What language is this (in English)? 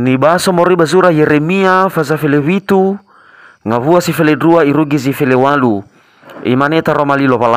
Nias